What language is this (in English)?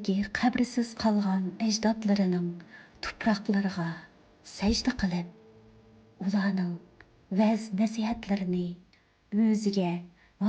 Uyghur